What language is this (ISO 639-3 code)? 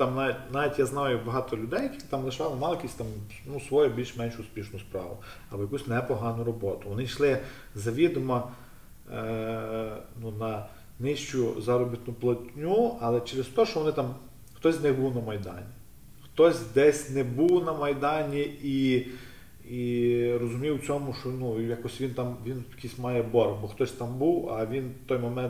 ukr